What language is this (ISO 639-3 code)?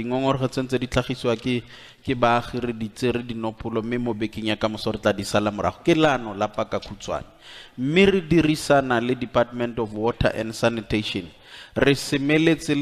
tsn